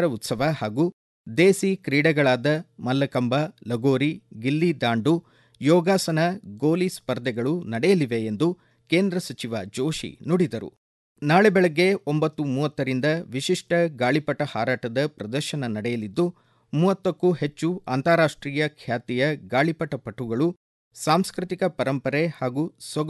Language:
Kannada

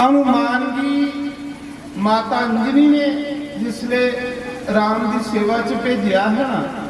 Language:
Dogri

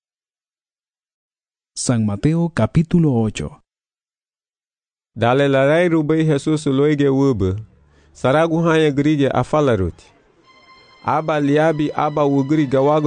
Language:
Garifuna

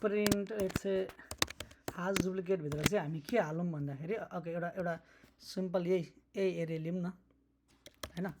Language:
Nepali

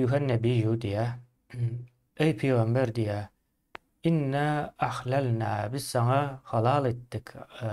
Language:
Turkmen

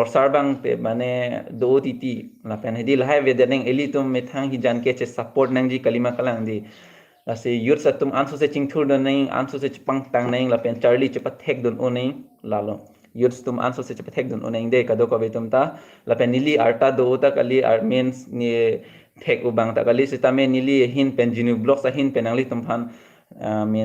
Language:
Karbi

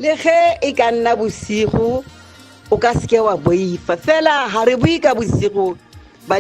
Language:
Tswana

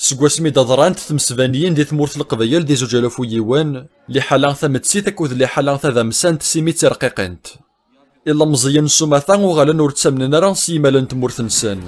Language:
Kabyle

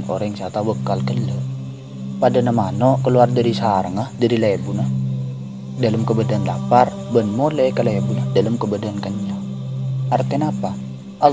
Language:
Madurese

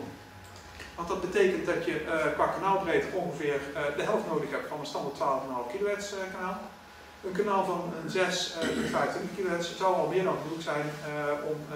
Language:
Dutch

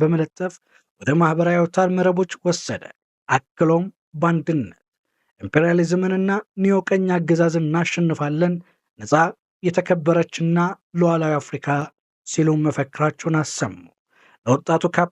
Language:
Amharic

